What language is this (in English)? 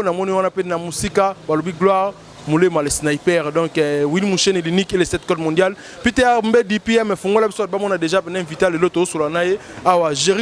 Lingala